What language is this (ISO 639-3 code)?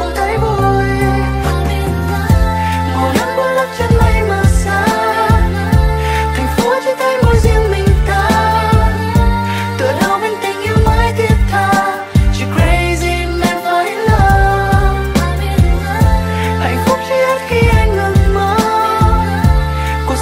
vie